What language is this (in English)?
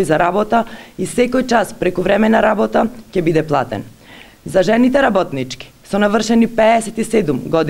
Macedonian